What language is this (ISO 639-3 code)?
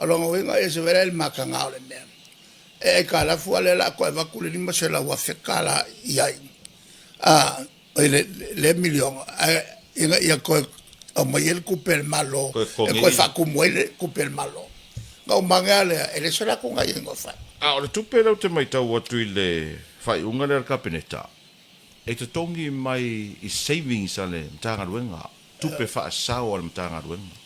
smo